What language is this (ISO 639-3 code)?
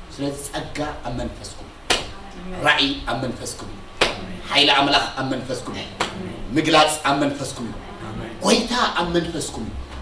tir